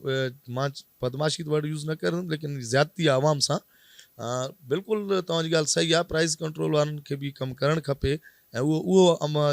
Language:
Sindhi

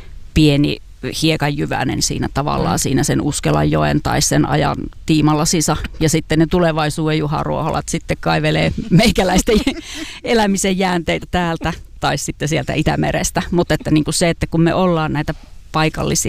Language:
Finnish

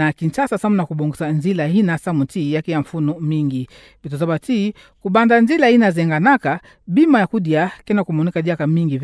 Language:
Kituba (Democratic Republic of Congo)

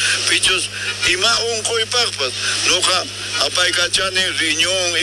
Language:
South Bolivian Quechua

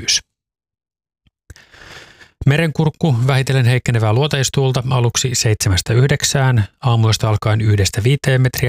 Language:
Finnish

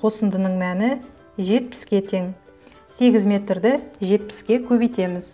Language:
Kazakh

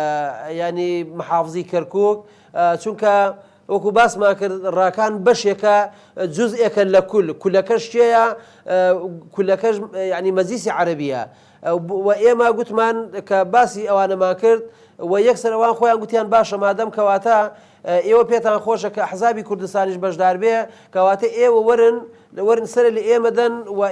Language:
Central Kurdish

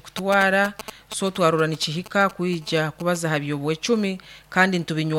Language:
Nyoro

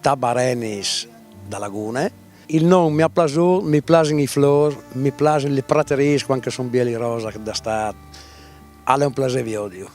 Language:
Friulian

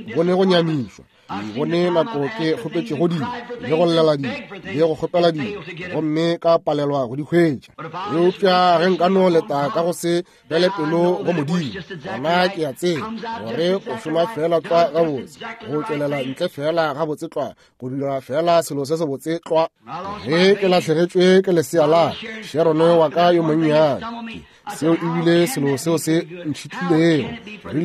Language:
Northern Sotho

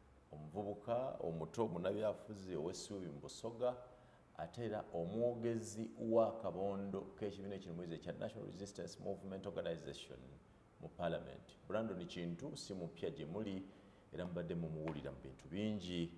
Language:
Ganda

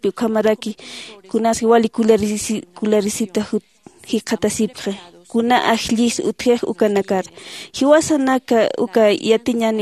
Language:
Aymara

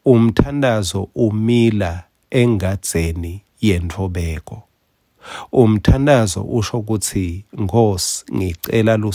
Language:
Swati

